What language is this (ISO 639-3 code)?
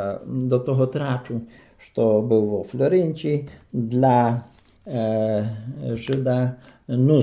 rue